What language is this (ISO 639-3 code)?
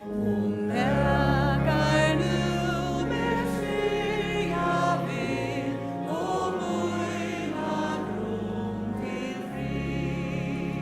fao